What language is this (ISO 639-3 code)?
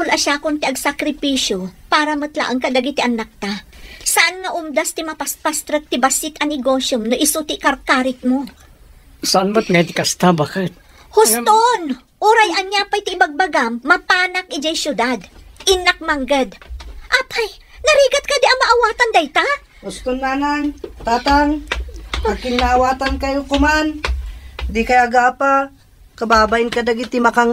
ilo